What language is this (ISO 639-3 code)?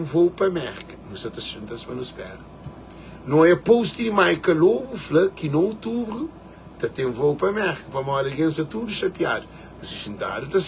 kea